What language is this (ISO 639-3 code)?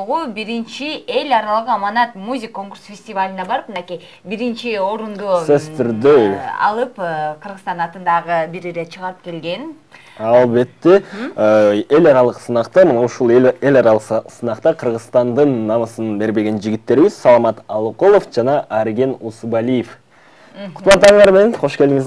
kir